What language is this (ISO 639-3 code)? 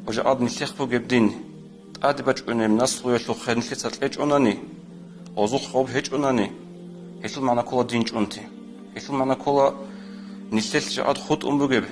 ava